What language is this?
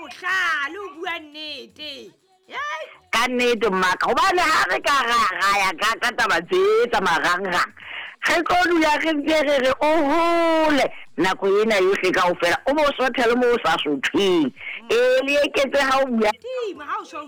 Southern Sotho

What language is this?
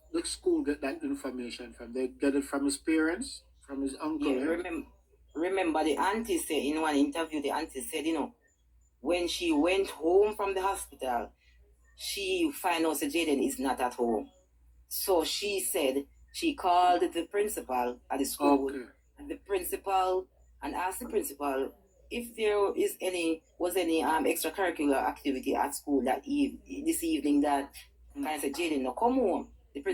Jamaican Creole English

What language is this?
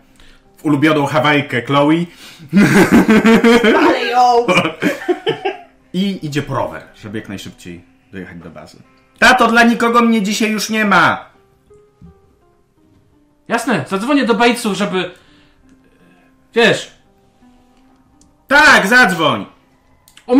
Polish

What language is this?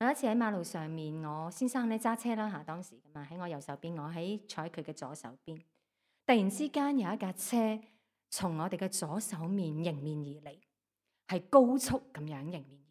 Cantonese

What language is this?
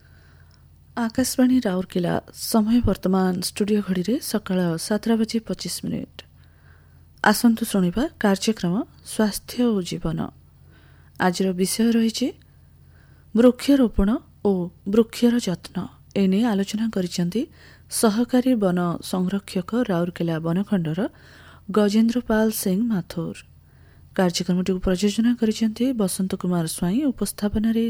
Odia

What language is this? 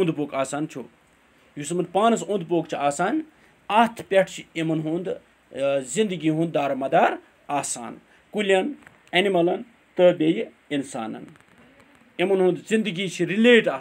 Kashmiri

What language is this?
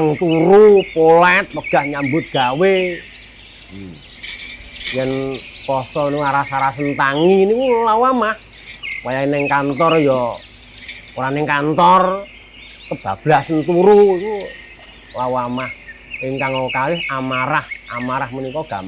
Javanese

